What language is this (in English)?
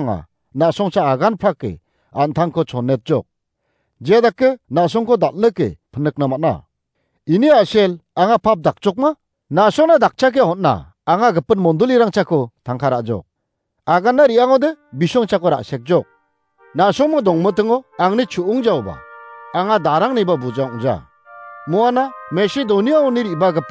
Garo